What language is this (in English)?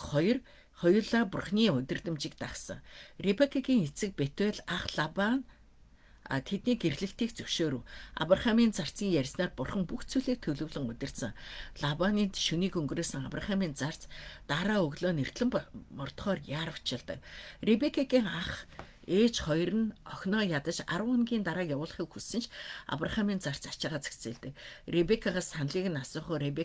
Mongolian